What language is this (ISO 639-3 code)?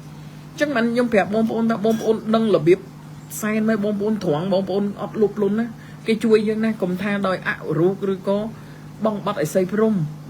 khm